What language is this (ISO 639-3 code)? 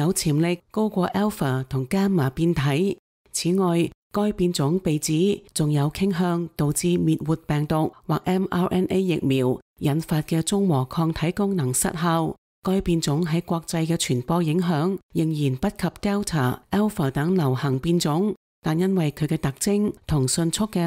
yue